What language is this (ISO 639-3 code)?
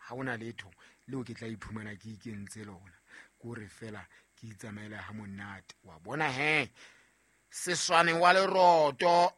sot